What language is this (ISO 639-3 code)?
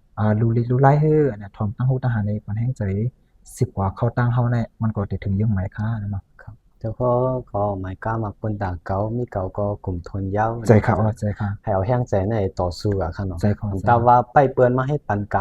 shn